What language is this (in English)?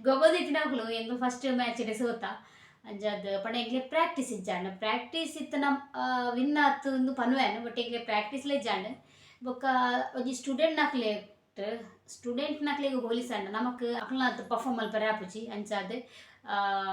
Tulu